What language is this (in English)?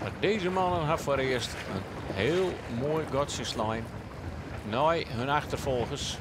Western Frisian